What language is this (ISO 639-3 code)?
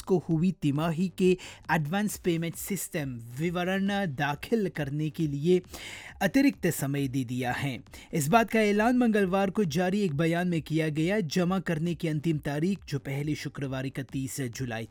hin